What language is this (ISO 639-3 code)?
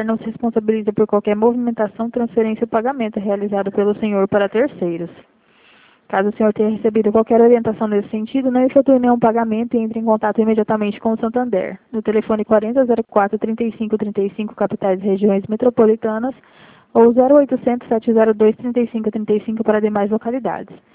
por